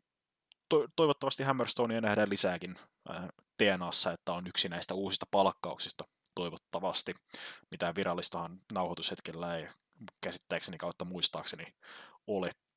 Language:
Finnish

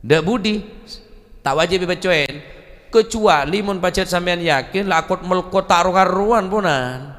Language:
Madurese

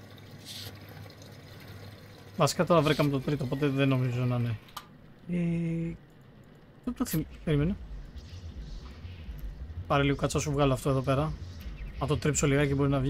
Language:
Greek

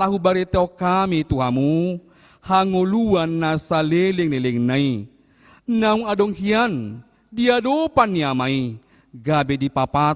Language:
Batak Toba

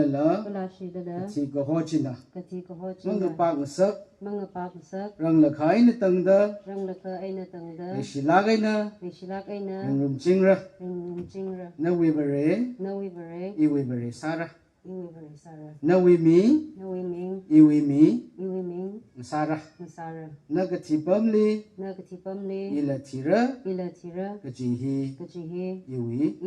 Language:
Tangkhul Naga (India)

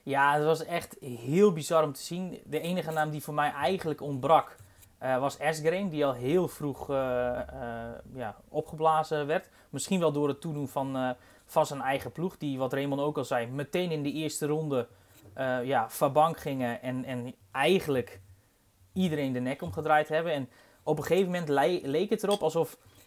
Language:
Dutch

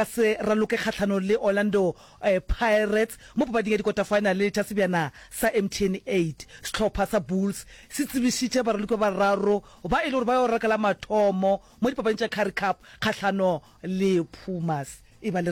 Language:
Northern Sotho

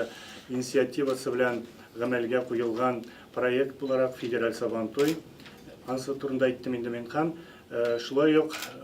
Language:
Tatar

